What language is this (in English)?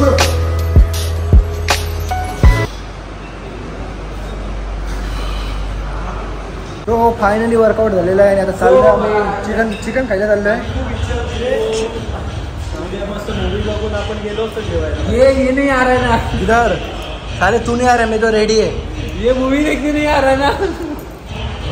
Marathi